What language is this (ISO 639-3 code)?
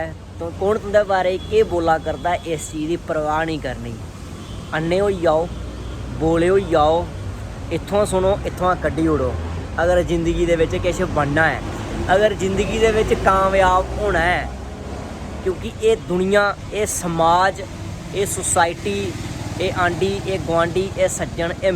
doi